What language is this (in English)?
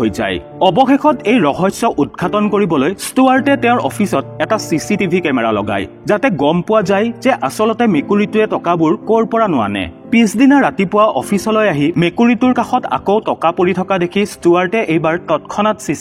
Assamese